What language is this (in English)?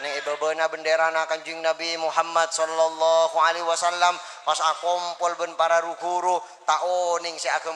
Madurese